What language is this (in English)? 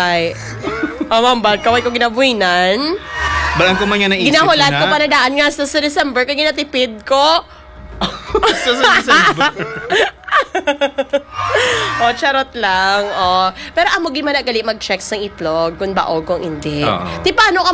Hiligaynon